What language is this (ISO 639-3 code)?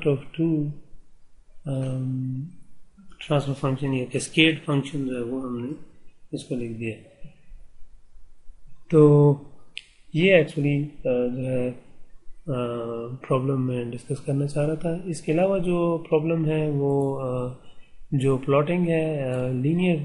urd